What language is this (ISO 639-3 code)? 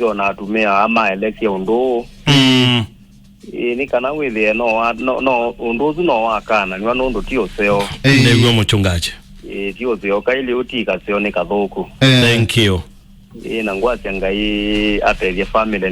kam